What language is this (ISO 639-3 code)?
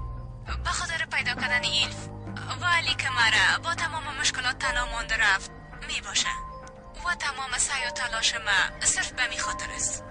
fas